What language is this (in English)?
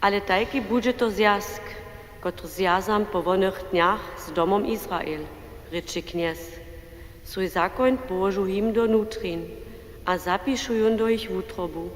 Upper Sorbian